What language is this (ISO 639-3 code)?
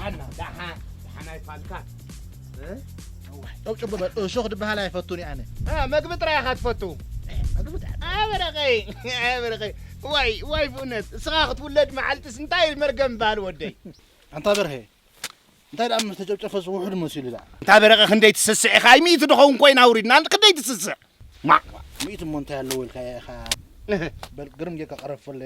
tir